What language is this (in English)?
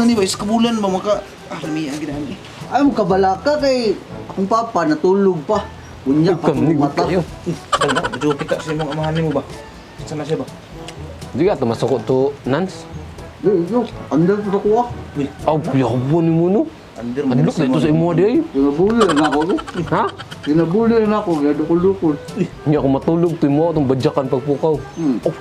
Cebuano